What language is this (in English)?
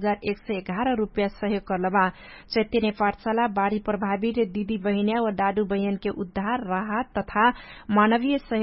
Dangaura Tharu